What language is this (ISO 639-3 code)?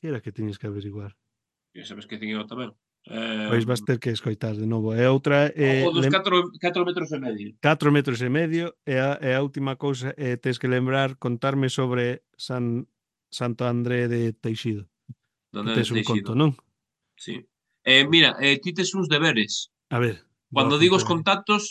glg